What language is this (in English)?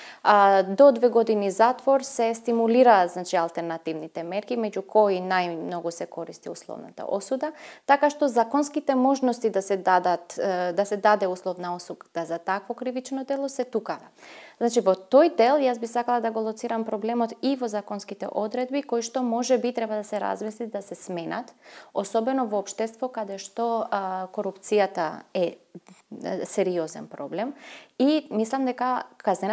Macedonian